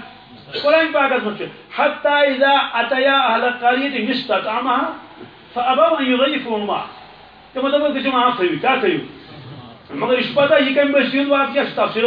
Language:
Kashmiri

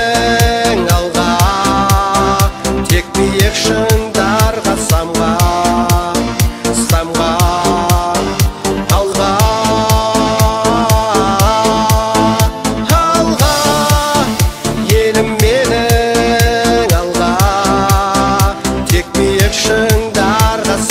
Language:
Kazakh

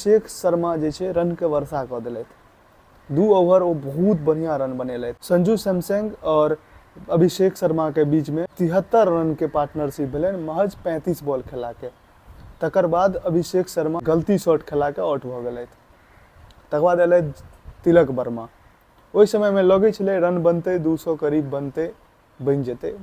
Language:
Maithili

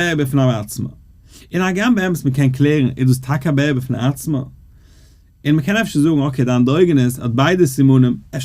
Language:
Yiddish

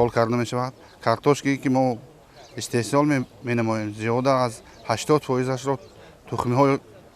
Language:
Tajik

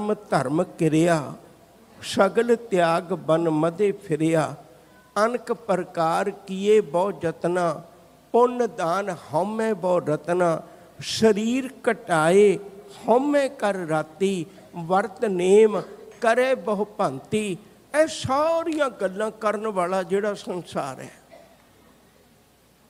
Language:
Punjabi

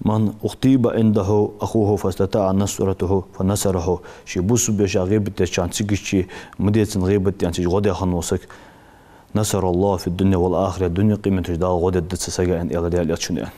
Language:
Ingush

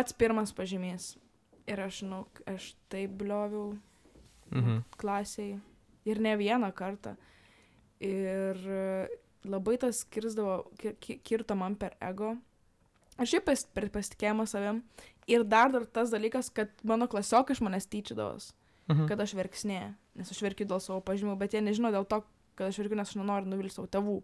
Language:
Lithuanian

